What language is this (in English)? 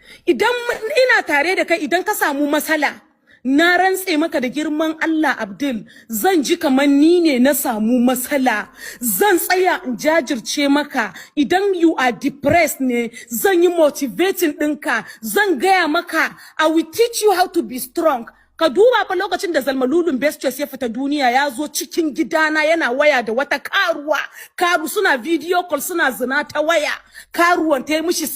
Hausa